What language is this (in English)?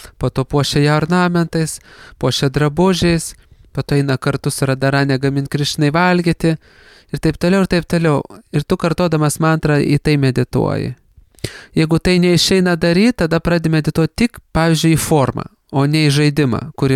Lithuanian